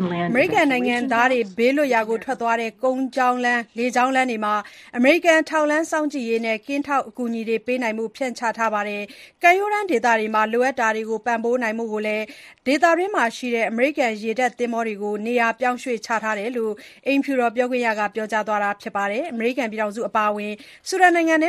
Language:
Burmese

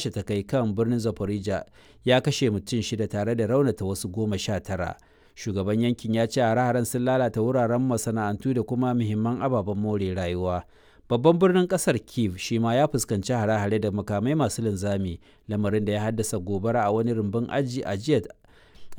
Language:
Hausa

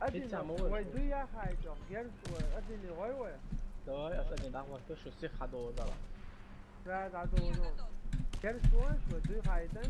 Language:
Chechen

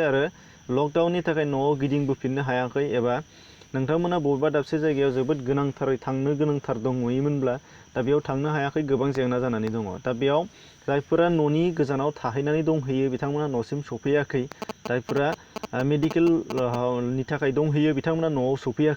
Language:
Bodo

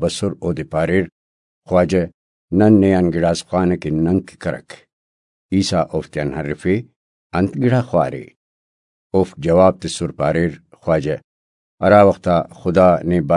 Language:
Brahui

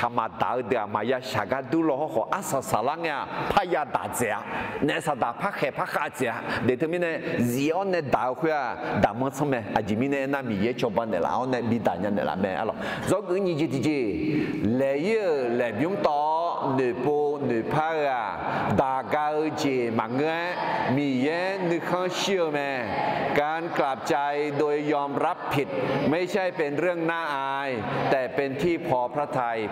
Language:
Akha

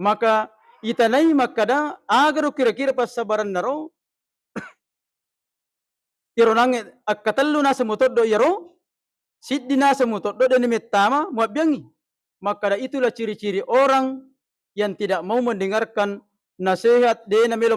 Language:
Buginese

